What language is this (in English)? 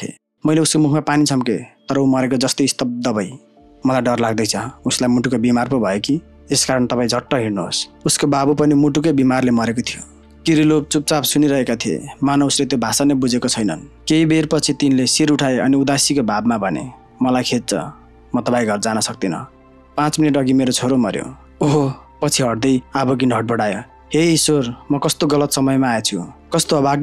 Nepali